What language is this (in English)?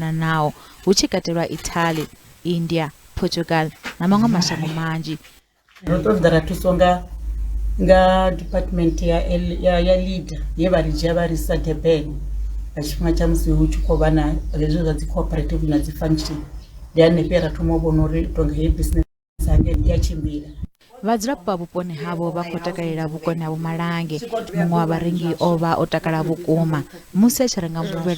Venda